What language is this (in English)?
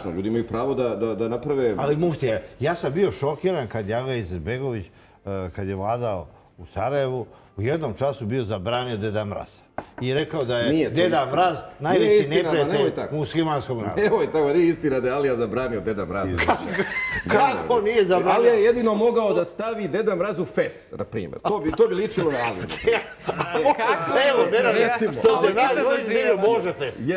Serbian